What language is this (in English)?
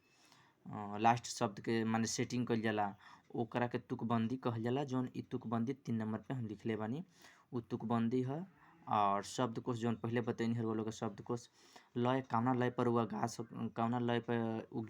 Bhojpuri